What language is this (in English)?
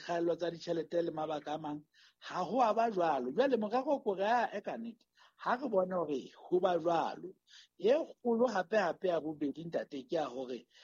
Southern Sotho